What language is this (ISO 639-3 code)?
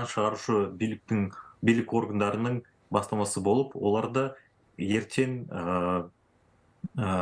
kaz